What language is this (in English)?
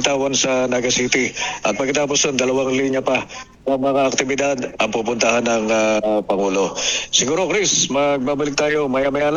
Filipino